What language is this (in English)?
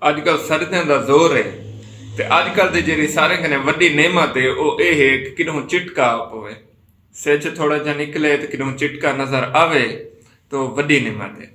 Saraiki